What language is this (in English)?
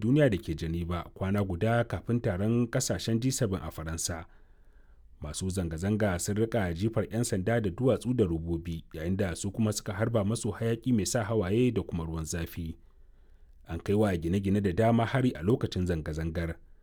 Hausa